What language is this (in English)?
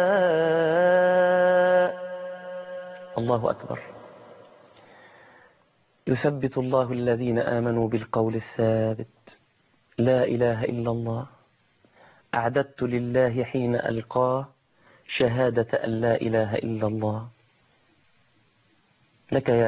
Arabic